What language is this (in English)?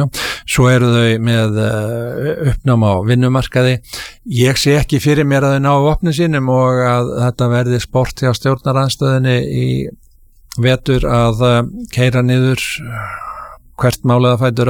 Icelandic